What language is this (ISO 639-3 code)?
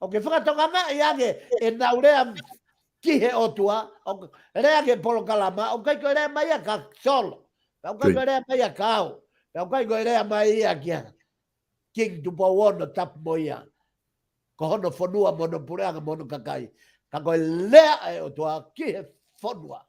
ton